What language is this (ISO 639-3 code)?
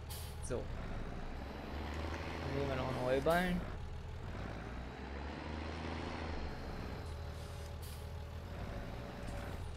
deu